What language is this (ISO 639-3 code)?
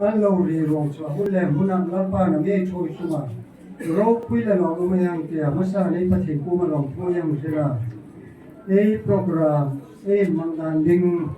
hmr